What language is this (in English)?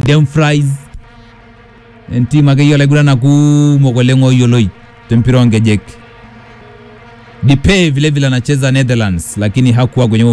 Swahili